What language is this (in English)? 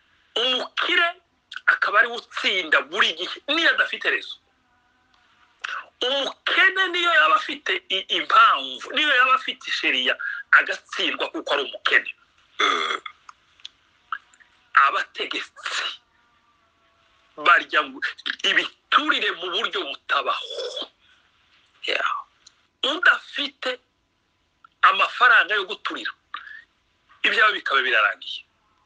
Kinyarwanda